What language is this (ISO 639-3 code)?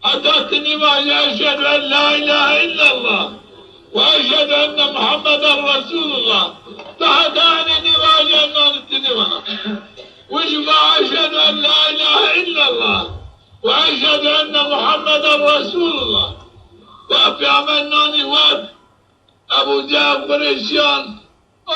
zza